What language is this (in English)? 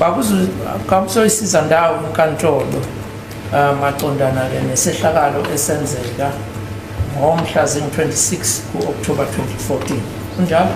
Zulu